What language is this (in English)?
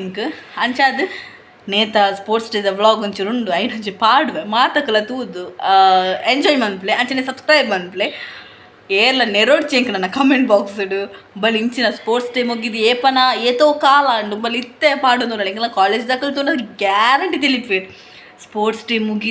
Tulu